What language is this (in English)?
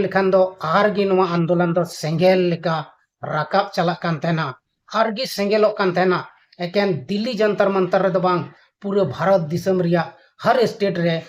Santali